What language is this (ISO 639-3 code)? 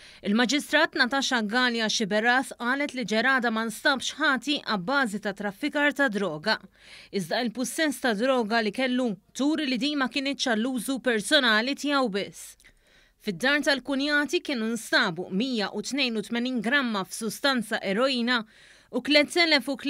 mlt